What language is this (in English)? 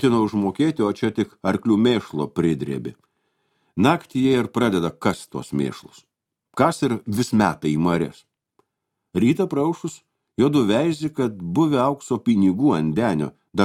Lithuanian